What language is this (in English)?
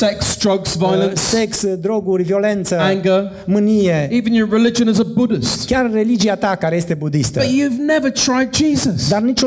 Romanian